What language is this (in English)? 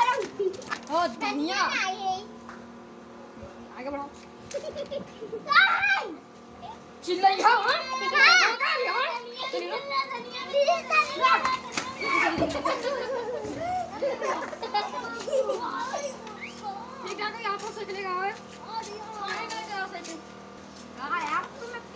Hindi